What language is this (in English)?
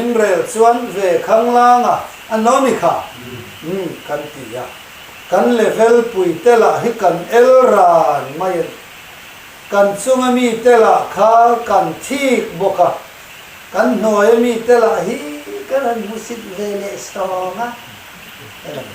Mizo